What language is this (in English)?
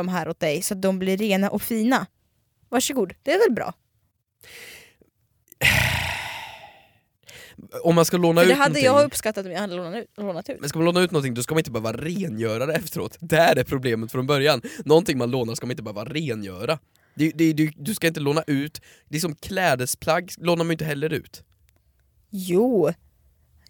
Swedish